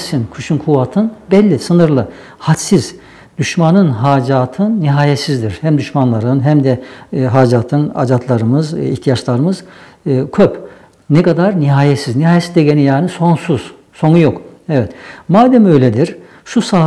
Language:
Nogai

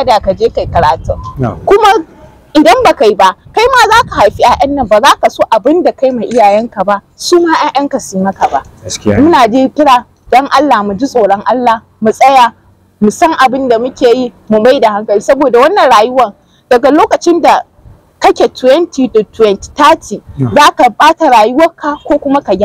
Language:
Hausa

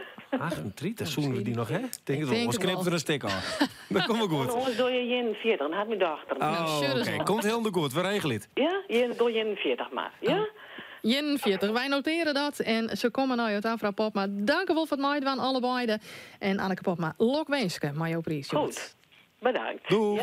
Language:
Western Frisian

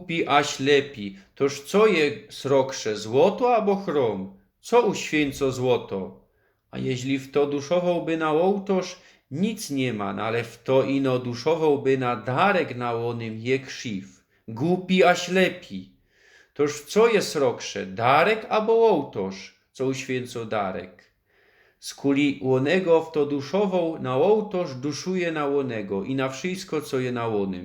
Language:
Silesian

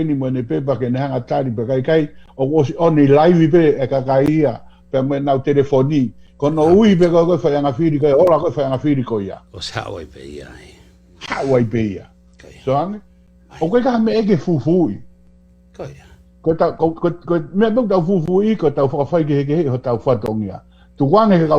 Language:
Tongan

